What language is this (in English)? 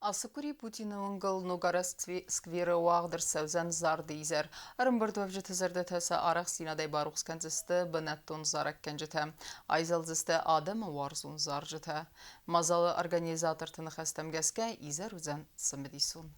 Ossetic